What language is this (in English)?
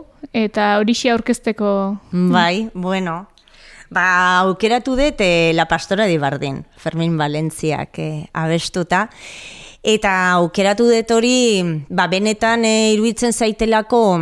Basque